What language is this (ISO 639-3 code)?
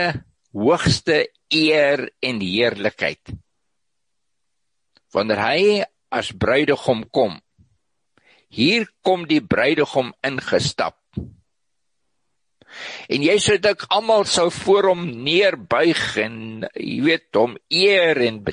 afr